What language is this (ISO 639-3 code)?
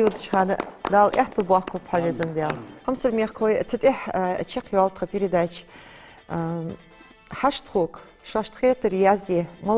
inh